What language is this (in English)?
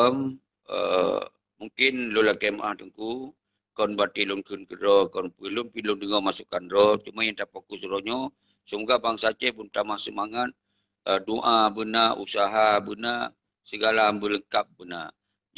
Achinese